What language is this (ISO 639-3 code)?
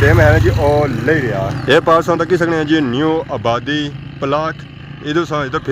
phr